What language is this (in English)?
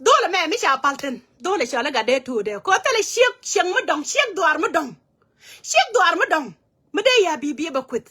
Nuer